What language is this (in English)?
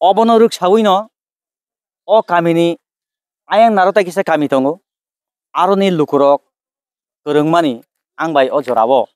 Kok Borok